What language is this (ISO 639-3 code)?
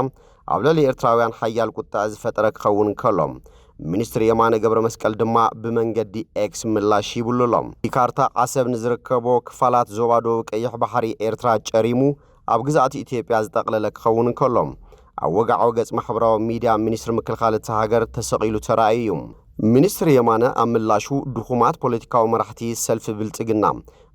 tir